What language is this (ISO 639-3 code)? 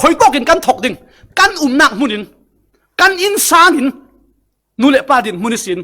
cfm